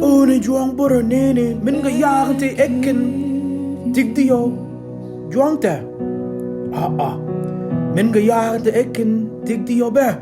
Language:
Mabaan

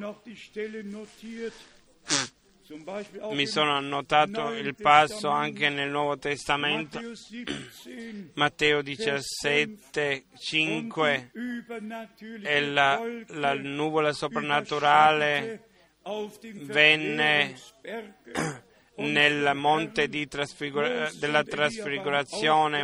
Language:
Italian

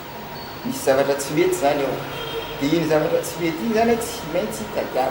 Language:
Malagasy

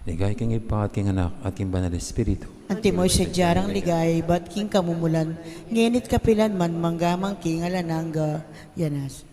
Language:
Pampanga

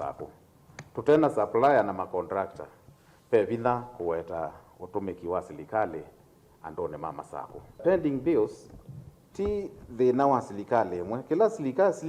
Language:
Kamba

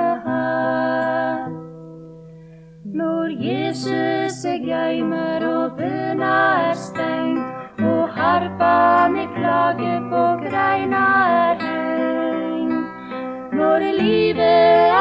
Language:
Norwegian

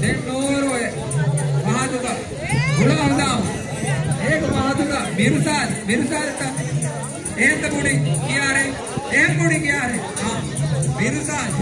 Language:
Divehi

